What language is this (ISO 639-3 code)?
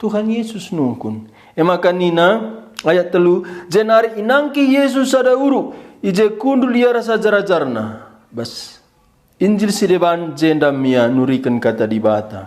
btx